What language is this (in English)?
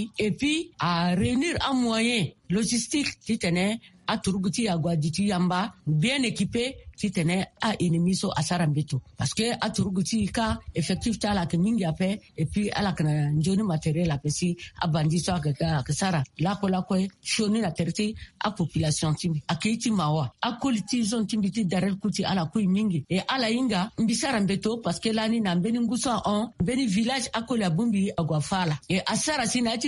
Sango